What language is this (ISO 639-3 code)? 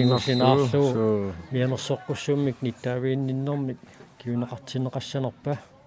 kal